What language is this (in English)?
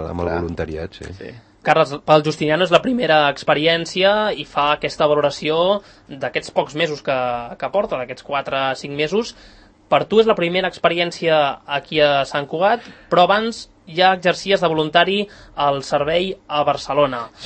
Catalan